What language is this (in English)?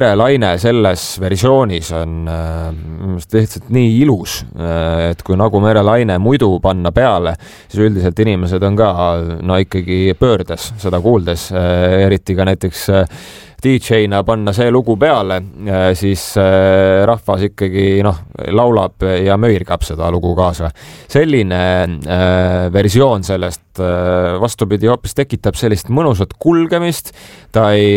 Estonian